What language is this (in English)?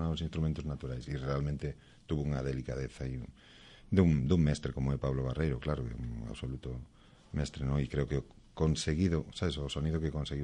Galician